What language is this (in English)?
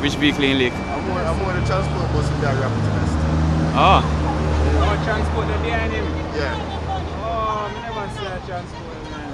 Jamaican Creole English